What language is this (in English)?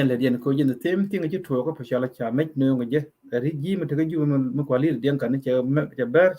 Nuer